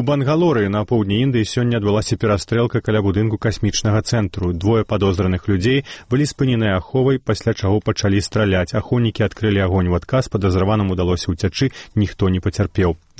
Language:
Belarusian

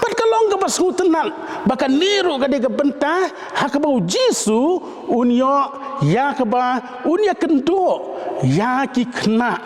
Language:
Khasi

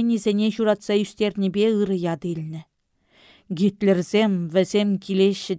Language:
Chuvash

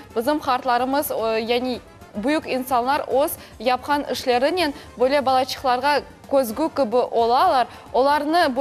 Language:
Crimean Tatar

